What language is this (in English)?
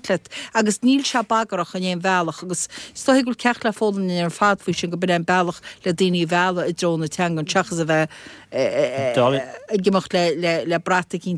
Irish